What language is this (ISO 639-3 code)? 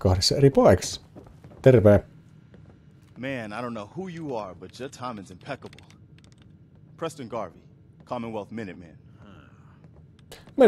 fin